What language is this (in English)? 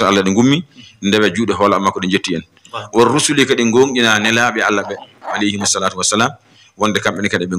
Fula